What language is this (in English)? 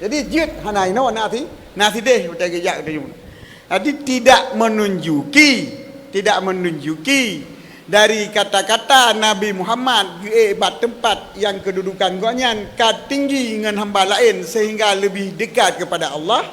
Achinese